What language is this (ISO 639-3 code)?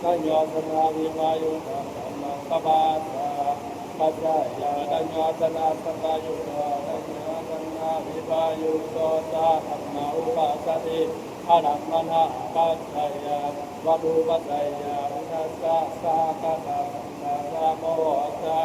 pli